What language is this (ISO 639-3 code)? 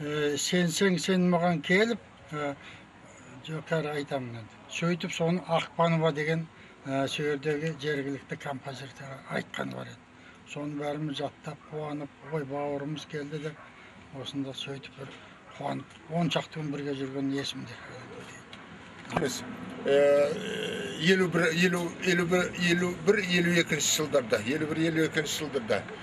kaz